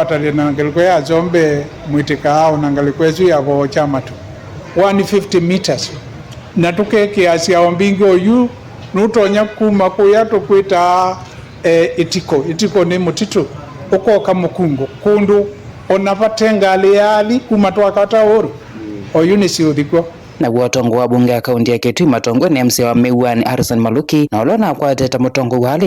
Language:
Kamba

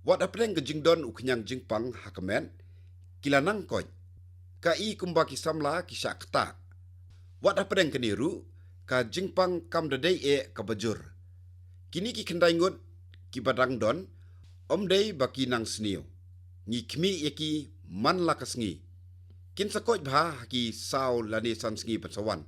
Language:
Khasi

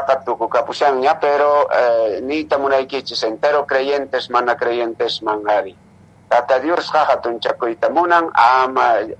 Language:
Quechua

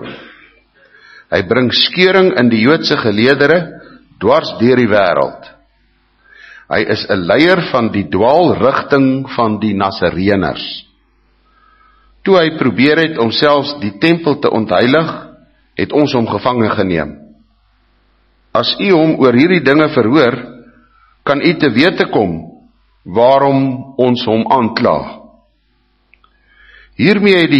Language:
Afrikaans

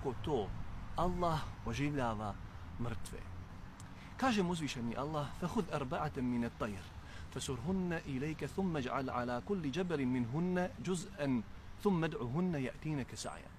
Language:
Bosnian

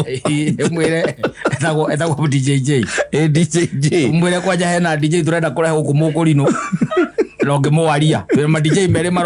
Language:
Kikuyu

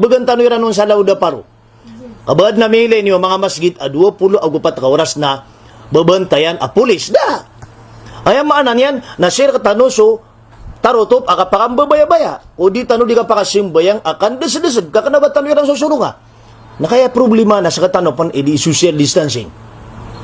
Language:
Maranao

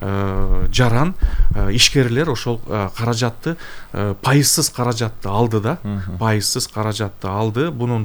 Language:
Kyrgyz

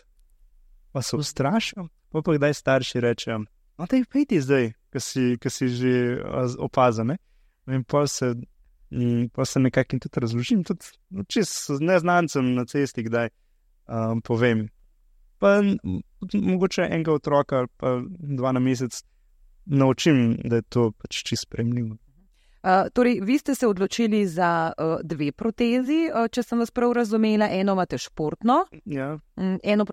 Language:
Slovenian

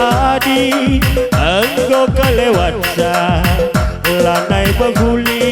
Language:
Batak Karo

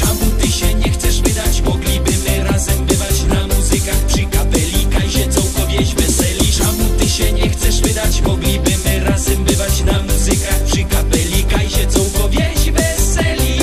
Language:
Silesian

